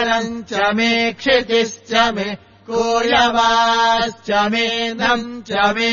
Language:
Sanskrit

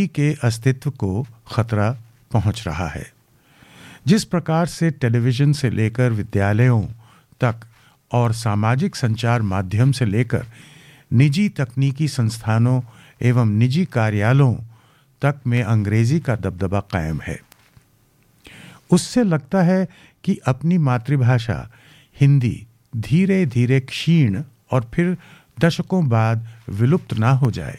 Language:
Hindi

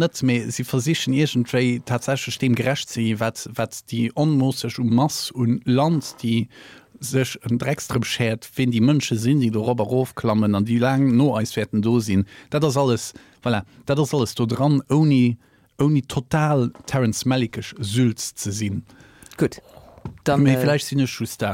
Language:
Luxembourgish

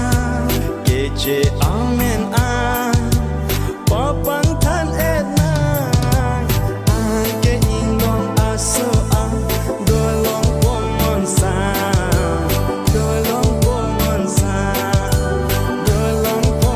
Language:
Karbi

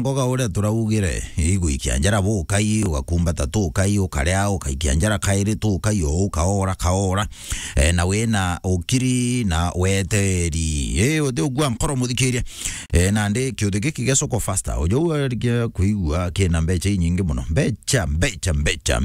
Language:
Meru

